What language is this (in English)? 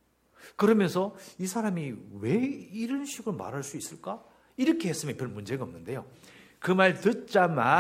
Korean